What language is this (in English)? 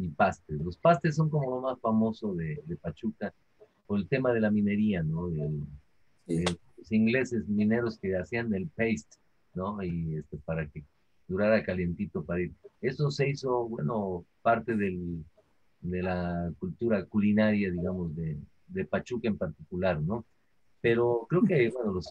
Spanish